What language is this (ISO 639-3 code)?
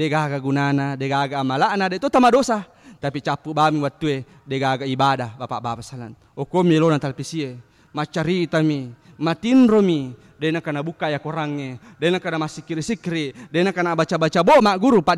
bug